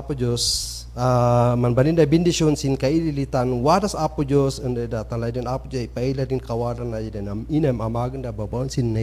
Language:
Kankanaey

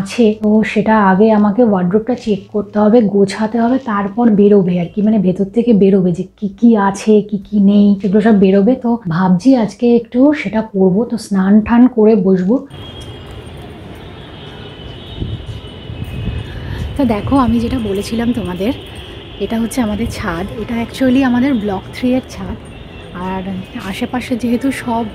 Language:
Bangla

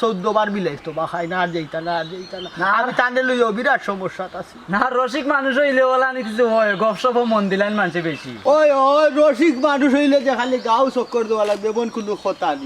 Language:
Sylheti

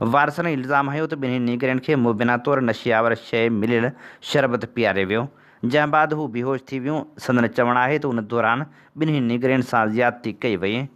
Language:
Sindhi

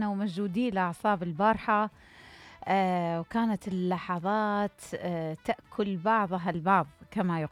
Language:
Mesopotamian Arabic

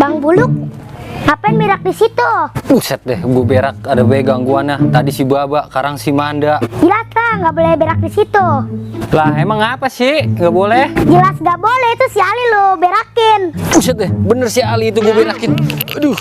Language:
Betawi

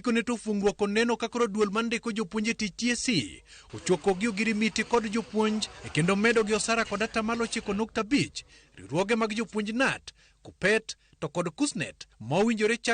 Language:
Luo (Kenya and Tanzania)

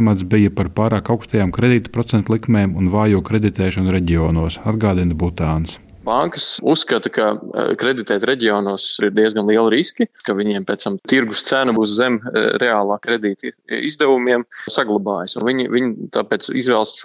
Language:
Latvian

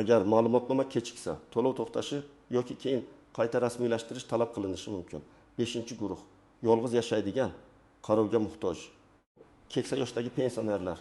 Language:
Uzbek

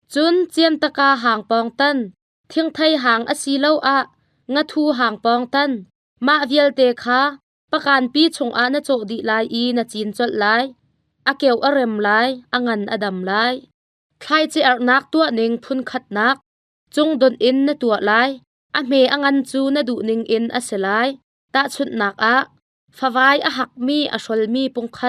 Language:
Hakha Chin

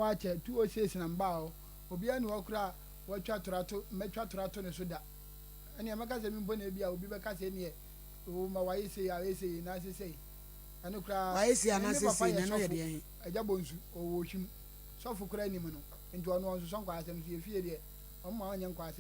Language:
Akan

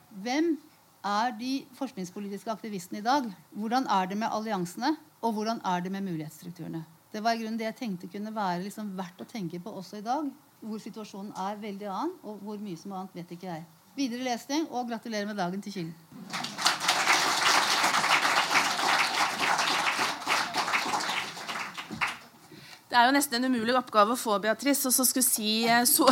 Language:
Norwegian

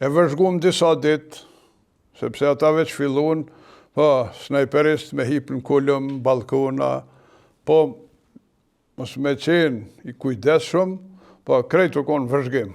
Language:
Albanian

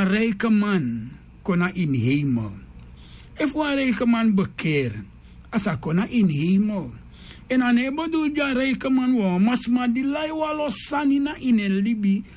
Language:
Sranan Tongo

